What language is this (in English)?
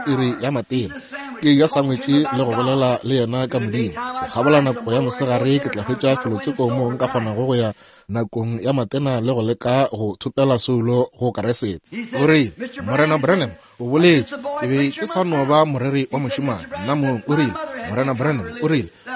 Northern Sotho